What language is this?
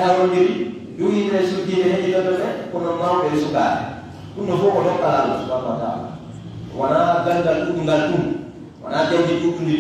Fula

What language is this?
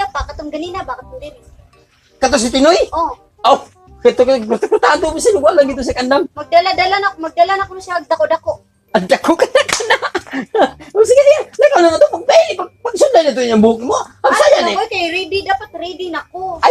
Cebuano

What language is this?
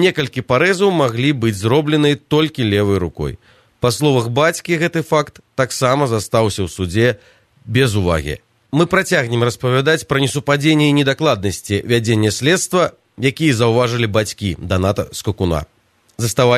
Belarusian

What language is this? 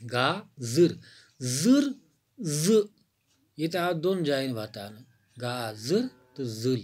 Kashmiri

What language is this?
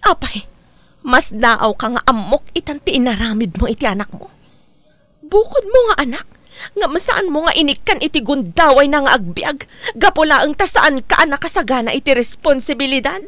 Iloko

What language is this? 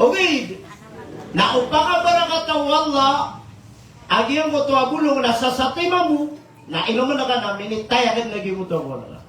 Maranao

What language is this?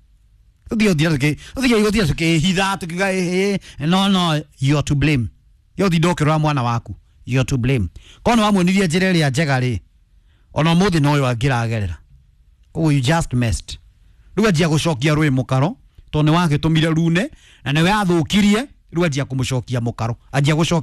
Kikuyu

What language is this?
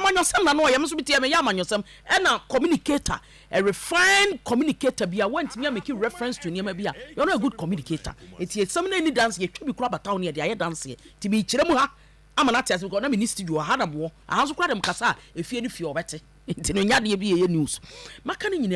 Akan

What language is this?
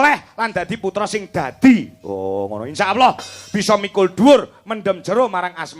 Javanese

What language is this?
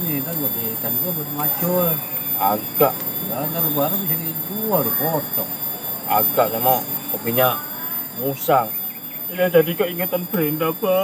Betawi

